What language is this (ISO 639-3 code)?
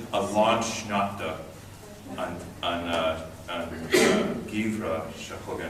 gle